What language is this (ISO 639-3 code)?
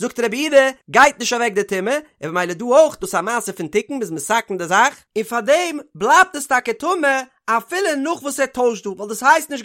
yid